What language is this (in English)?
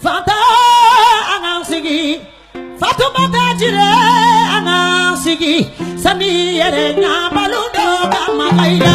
Bambara